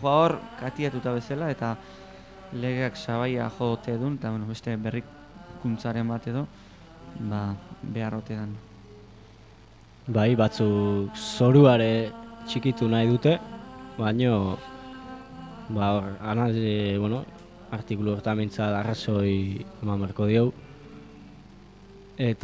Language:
Basque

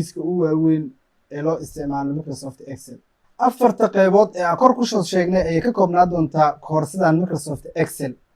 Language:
Somali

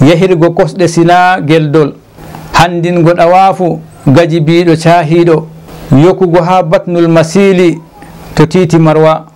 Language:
Fula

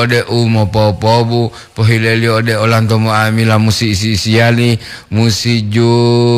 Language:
Gorontalo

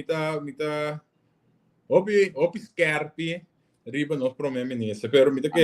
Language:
Papiamento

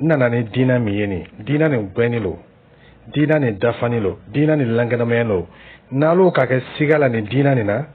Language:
Dyula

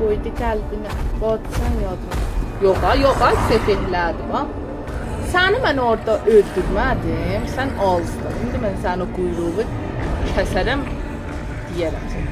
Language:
South Azerbaijani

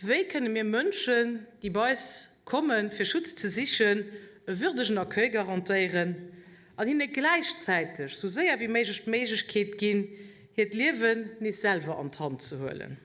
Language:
Luxembourgish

